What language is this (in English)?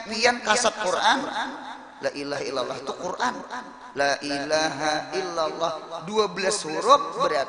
Banjar